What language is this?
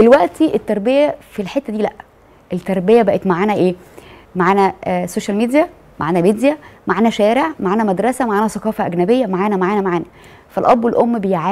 Egyptian Arabic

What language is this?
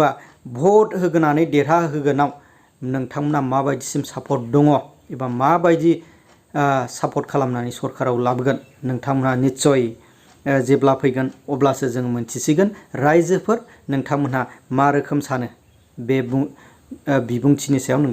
Bodo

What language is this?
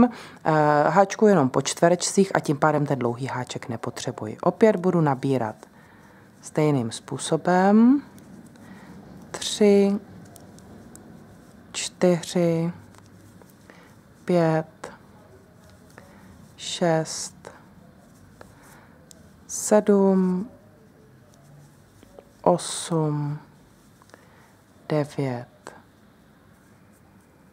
Czech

